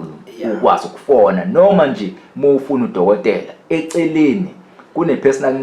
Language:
Zulu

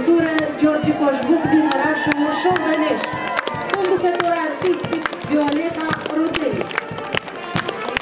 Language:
Romanian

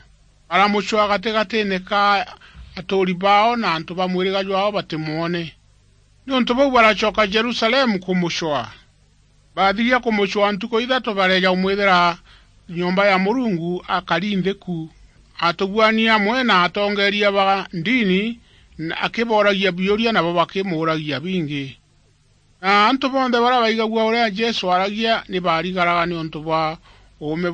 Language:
Meru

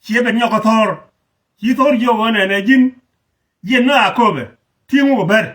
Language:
Nuer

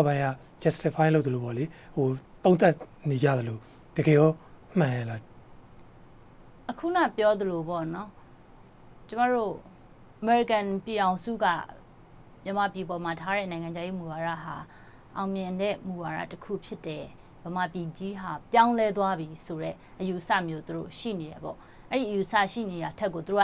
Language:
Burmese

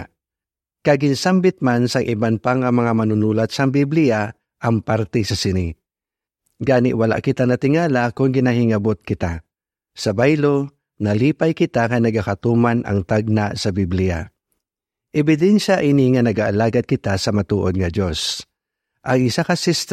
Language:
Hiligaynon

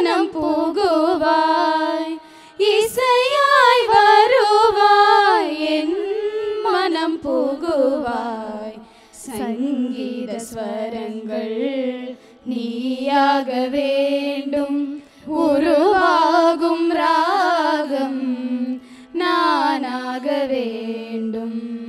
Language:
Tamil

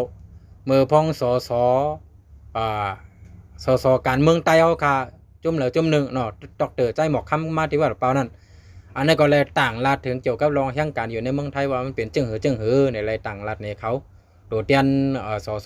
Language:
Shan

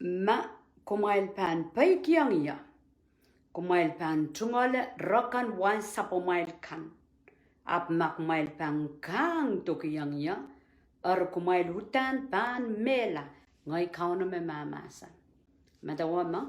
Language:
Pohnpeian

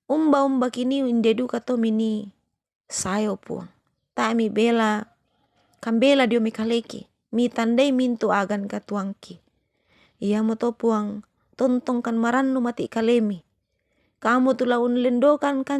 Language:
Toraja-Sa'dan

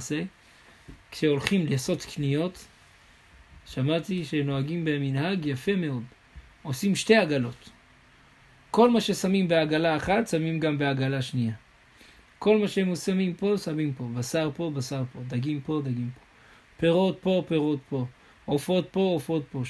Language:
Hebrew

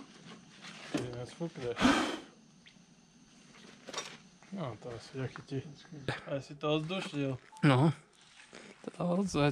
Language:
Slovak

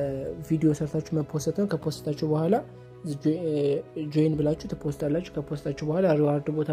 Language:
Amharic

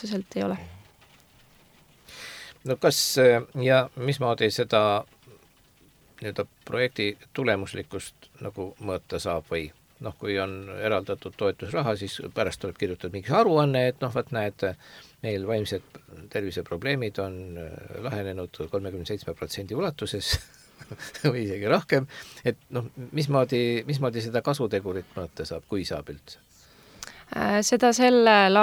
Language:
Estonian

